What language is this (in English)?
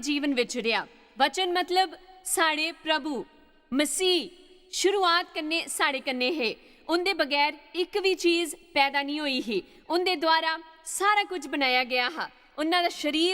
Dogri